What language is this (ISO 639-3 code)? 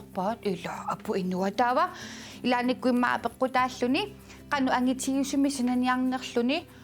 kal